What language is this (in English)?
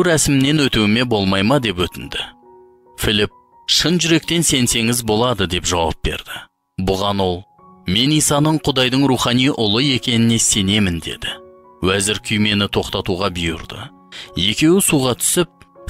Kazakh